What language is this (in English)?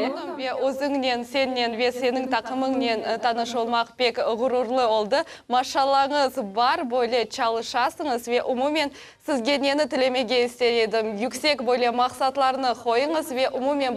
Crimean Tatar